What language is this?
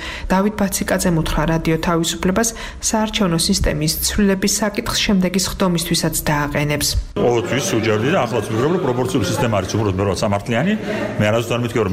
Georgian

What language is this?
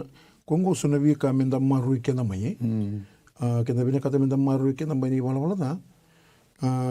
Fijian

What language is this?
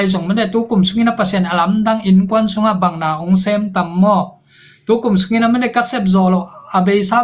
Tedim Chin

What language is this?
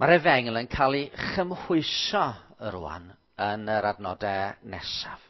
Welsh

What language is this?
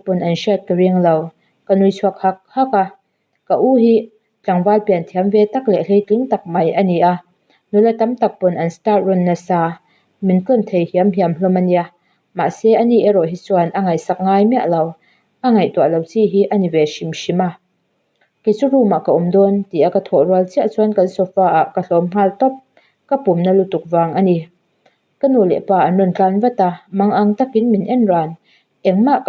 Mizo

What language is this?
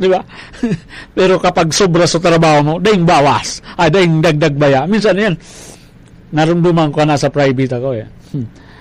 Bikol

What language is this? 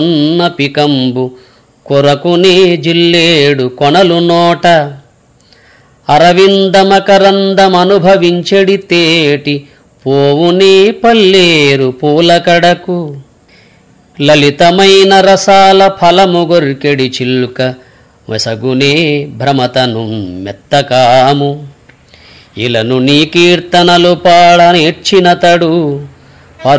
Telugu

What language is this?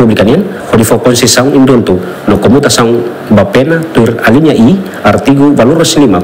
Tetum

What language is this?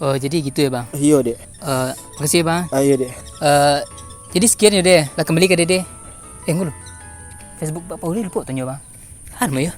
Minangkabau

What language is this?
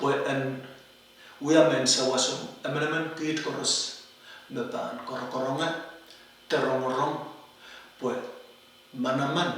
Pohnpeian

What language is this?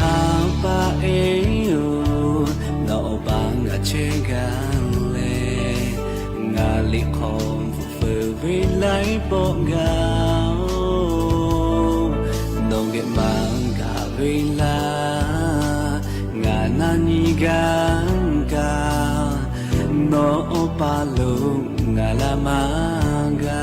Lahu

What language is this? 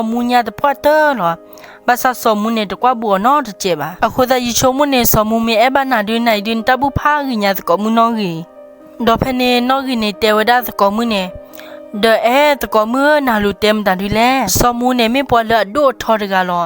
S'gaw Karen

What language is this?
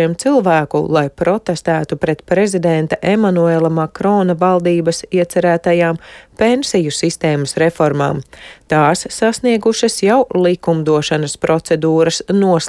Latvian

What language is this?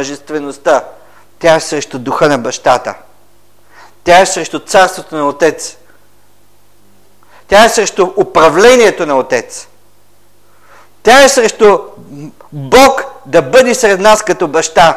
Bulgarian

